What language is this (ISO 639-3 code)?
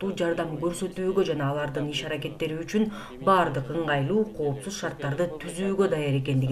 kir